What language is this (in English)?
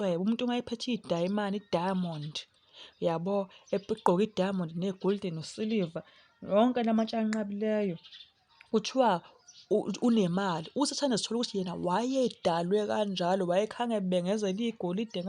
Zulu